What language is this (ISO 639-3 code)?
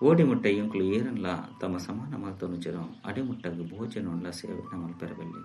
tcy